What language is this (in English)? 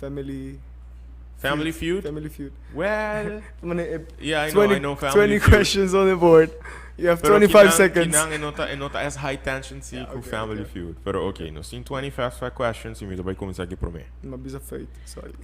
Papiamento